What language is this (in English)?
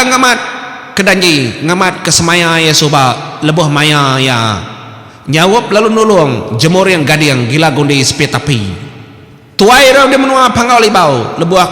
Iban